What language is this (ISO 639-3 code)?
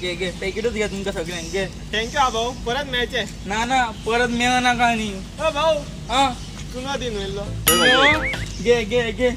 kok